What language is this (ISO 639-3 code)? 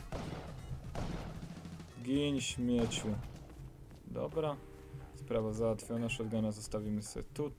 pol